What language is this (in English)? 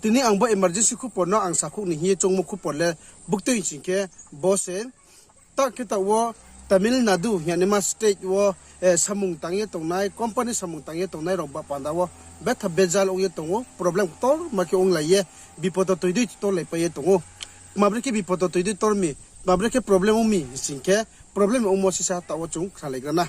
Riang (India)